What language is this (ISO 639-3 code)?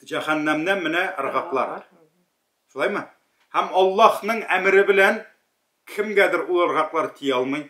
tat